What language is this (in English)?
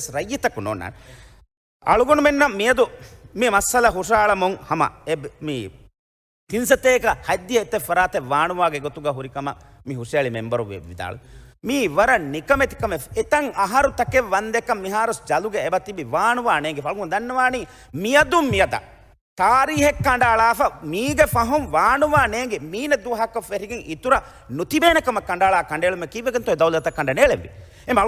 Divehi